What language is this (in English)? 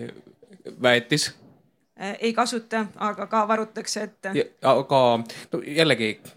Estonian